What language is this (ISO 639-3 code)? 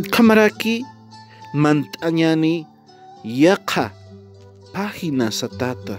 aym